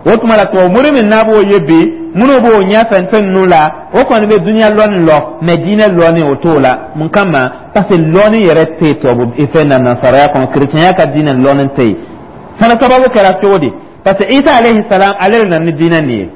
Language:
Dyula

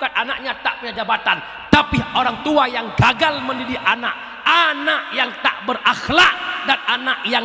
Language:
Achinese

